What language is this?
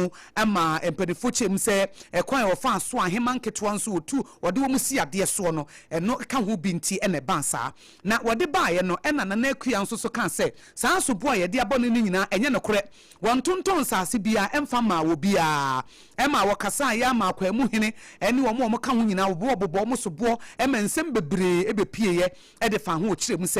Akan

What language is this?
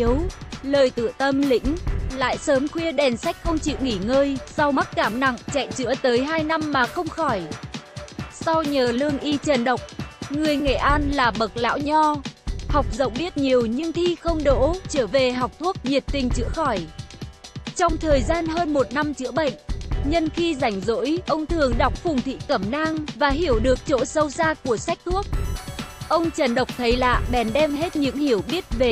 Vietnamese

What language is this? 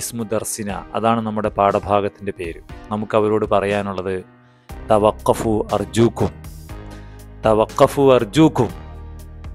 Malayalam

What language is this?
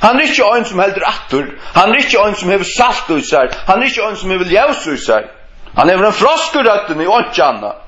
Faroese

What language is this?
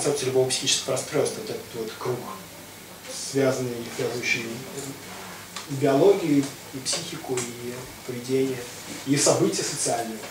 Russian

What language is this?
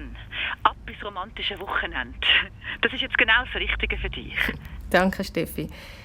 Swiss German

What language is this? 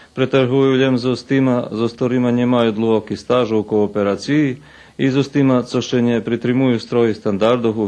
Rusyn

